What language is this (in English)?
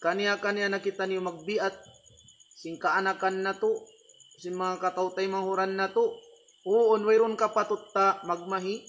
Tausug